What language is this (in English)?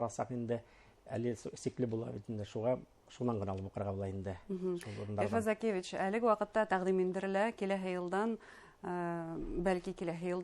Bashkir